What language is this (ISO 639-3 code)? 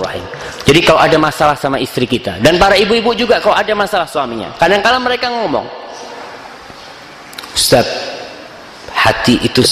ind